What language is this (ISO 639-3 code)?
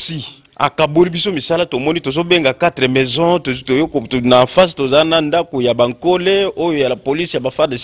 lin